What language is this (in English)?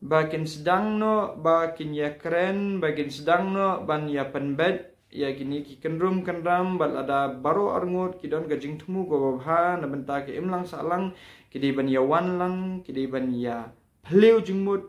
Khasi